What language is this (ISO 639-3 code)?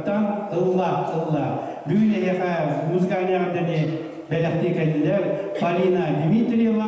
sah